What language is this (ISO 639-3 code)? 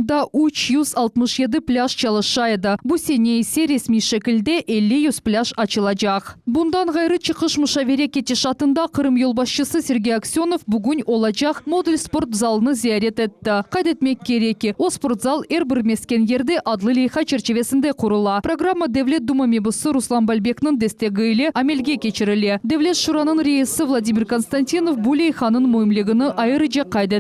crh